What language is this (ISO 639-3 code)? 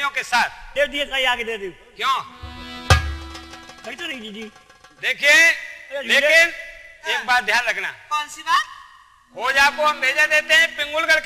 hin